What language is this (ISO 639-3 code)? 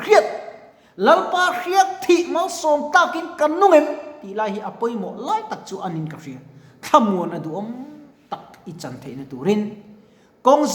lus